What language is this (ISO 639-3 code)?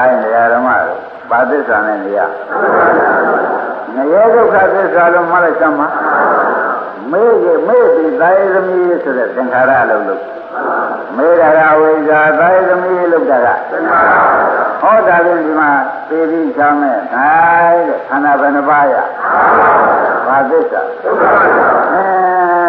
mya